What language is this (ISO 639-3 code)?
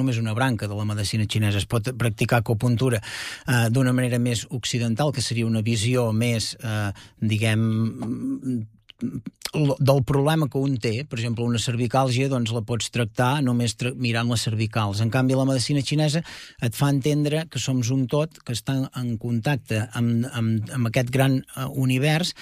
cat